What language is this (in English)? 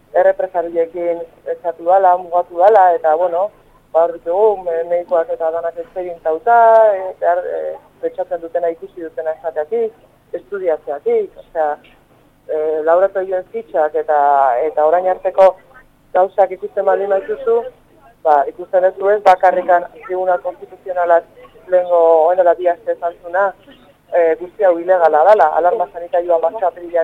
Basque